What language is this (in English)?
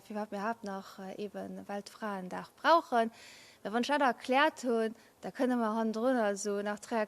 Luxembourgish